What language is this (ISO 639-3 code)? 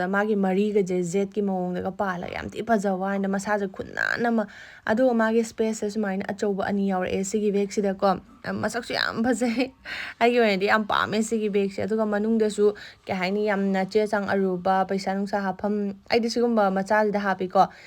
mni